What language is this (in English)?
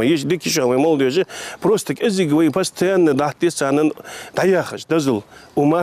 Ingush